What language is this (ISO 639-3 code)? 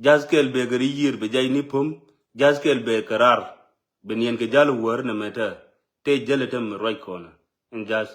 nus